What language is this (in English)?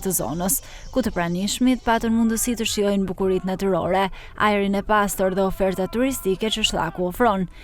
Albanian